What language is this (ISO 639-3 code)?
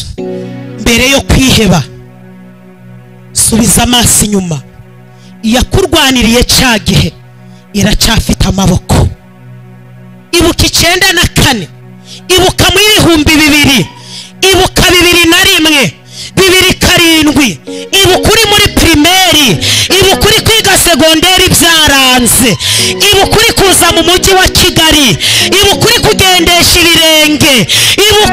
kin